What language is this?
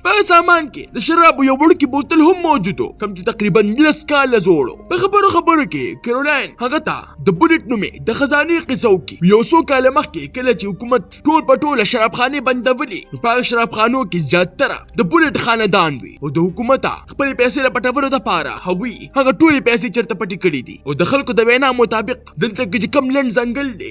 Pashto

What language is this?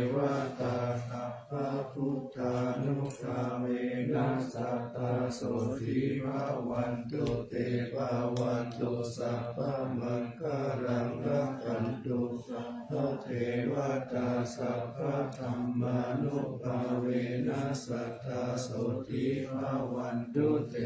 Pali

